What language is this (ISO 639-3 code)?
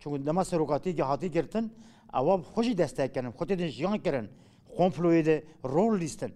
kur